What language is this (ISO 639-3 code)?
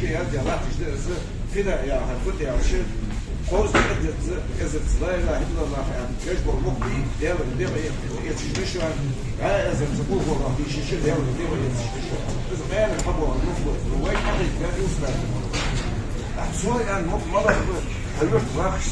inh